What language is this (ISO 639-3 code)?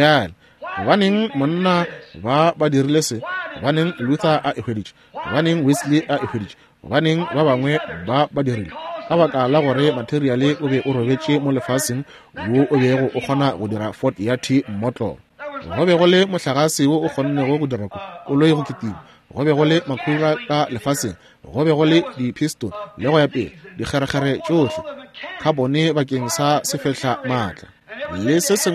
nso